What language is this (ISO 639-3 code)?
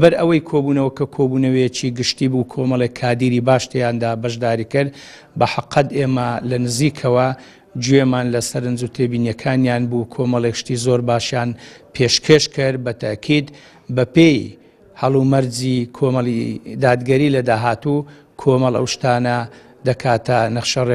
ckb